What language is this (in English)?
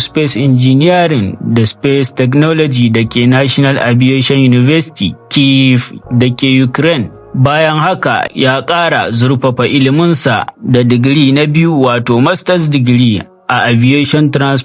Hausa